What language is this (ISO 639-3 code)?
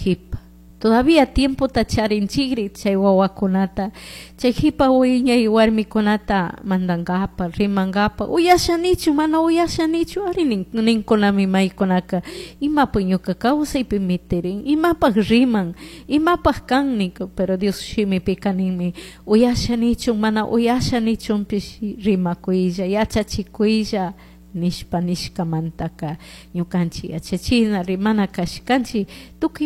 qug